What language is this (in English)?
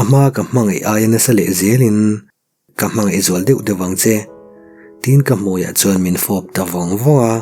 Mizo